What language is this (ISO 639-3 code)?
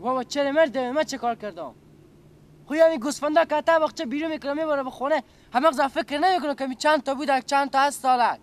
fas